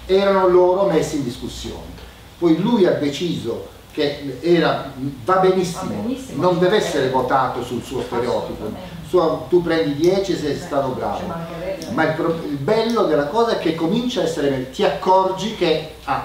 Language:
Italian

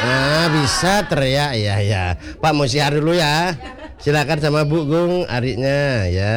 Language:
Balinese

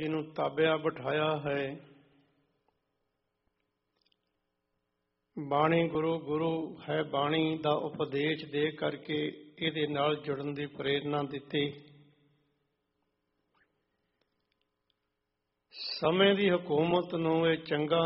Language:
Punjabi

